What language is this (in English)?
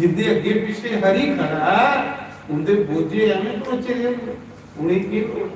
Dogri